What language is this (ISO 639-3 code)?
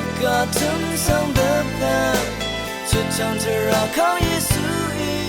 raw